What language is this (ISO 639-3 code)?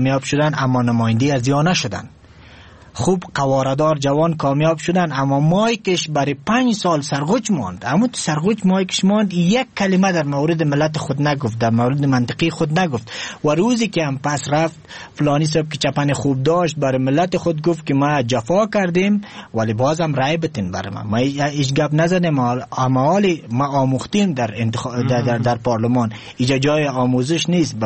fas